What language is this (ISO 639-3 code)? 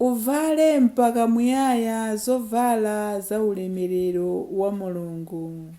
nya